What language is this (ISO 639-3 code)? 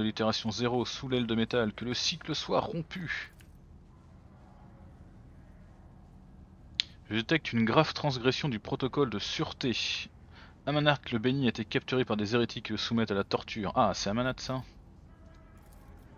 fra